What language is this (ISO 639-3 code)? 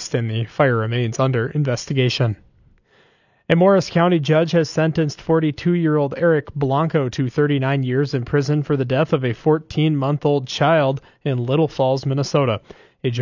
eng